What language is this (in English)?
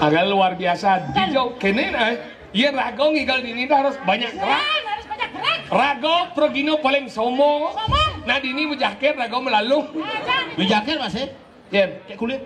Balinese